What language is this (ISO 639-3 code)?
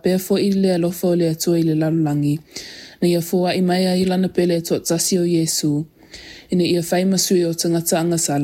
smo